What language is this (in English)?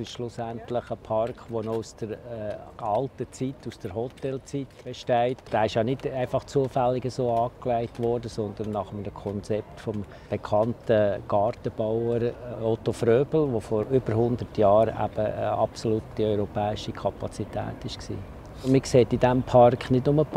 Swiss German